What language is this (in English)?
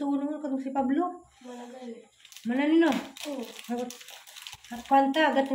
Cebuano